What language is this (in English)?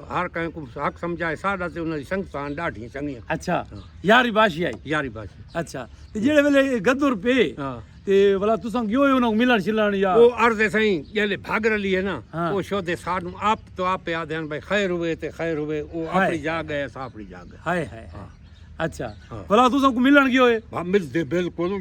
Saraiki